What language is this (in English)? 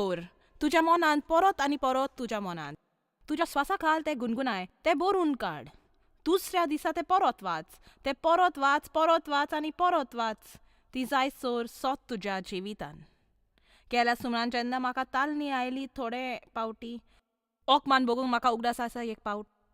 Konkani